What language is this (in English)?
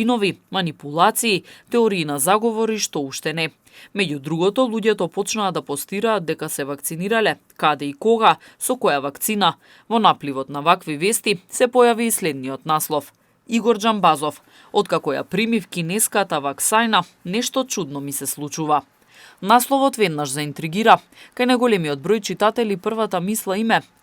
Macedonian